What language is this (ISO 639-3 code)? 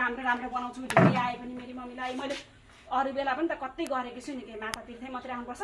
nep